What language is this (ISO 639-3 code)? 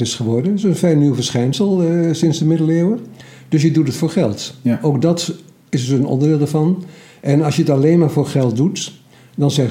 nld